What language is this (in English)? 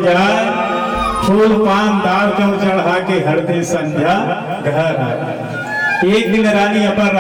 Chhattisgarhi